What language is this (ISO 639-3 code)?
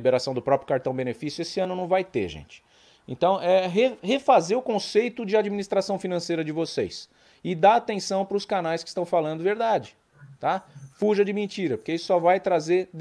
por